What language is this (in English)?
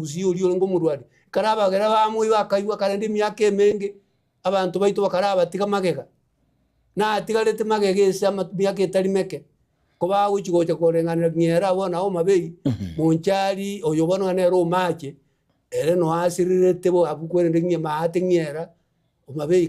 Gusii